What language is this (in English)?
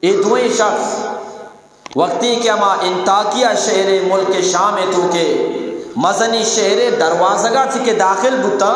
Eastern Balochi